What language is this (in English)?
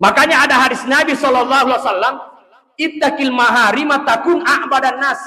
Buginese